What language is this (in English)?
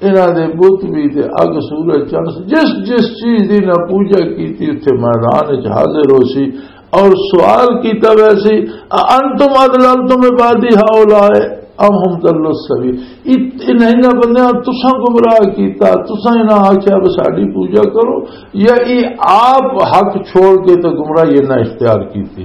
Western Panjabi